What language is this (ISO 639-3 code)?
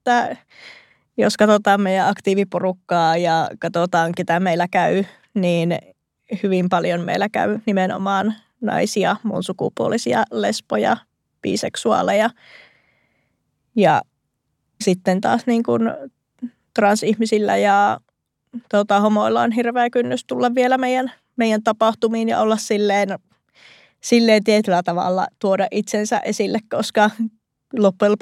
fin